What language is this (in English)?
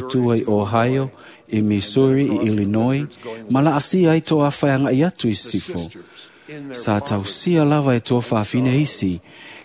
Samoan